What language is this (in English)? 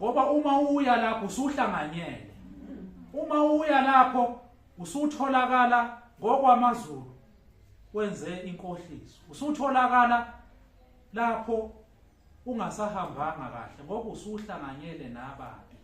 Zulu